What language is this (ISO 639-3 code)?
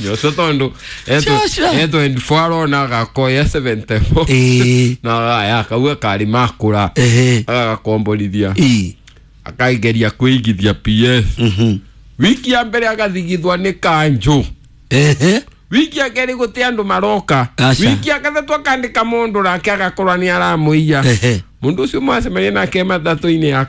kik